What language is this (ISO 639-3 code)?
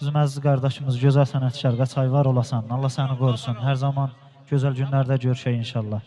aze